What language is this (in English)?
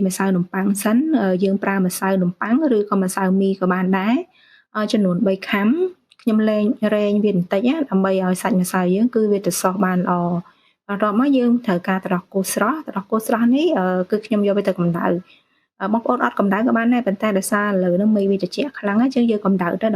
Khmer